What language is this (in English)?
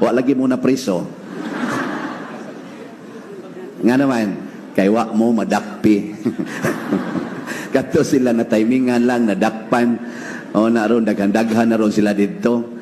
Cebuano